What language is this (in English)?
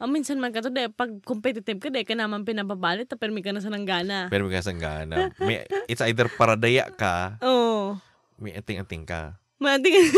Bikol